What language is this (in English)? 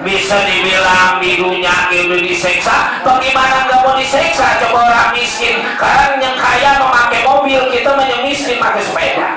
Betawi